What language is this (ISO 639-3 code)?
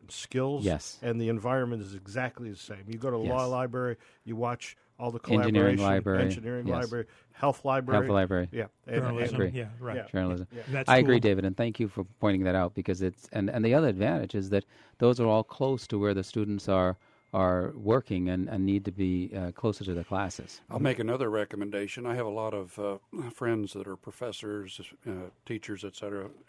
eng